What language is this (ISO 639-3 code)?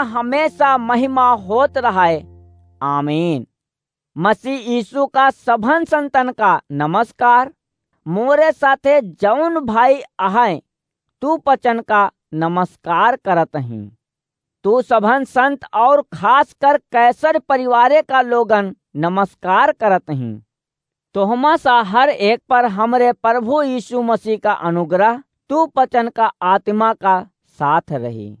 awa